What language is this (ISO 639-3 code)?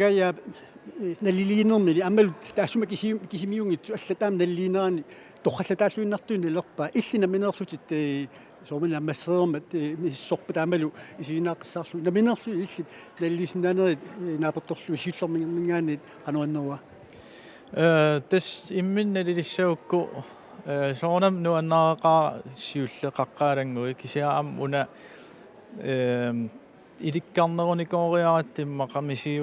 kal